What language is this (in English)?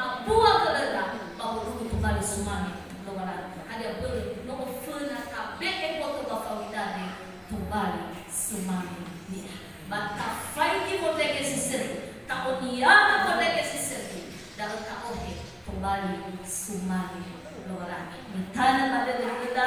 Nias